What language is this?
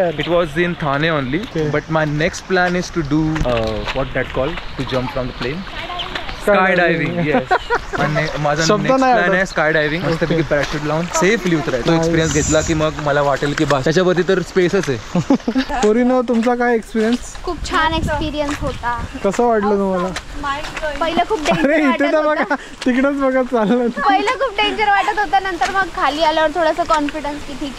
Marathi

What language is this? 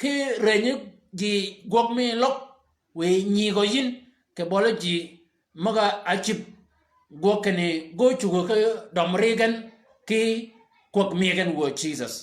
Shilluk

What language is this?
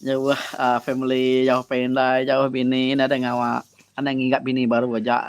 Iban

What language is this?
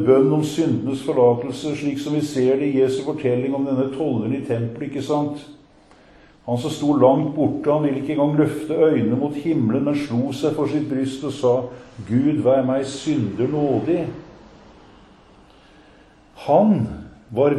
Norwegian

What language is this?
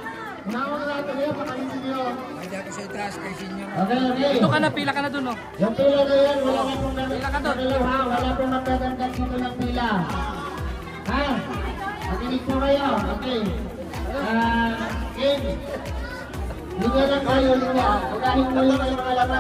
Filipino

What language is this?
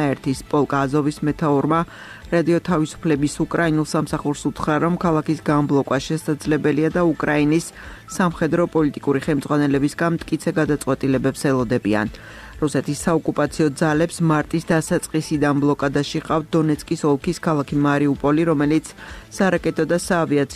Georgian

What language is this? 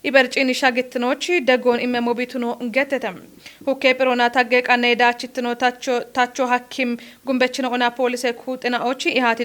Kafa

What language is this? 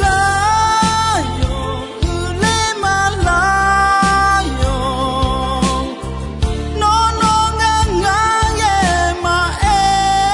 Akha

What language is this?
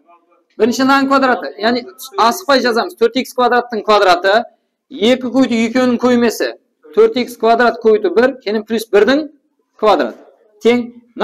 Kara-Kalpak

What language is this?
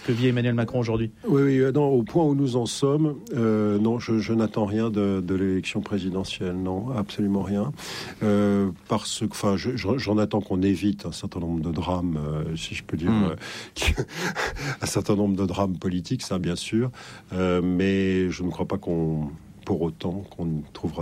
French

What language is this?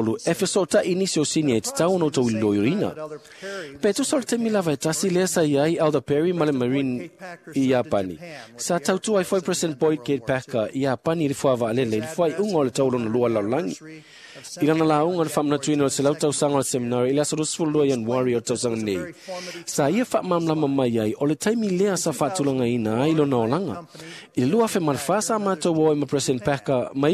Samoan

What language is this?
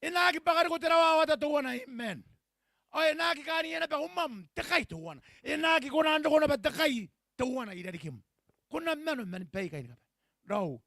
Gilbertese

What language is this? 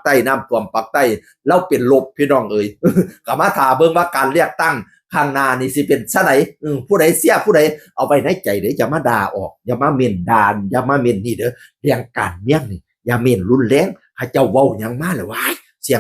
Northeastern Thai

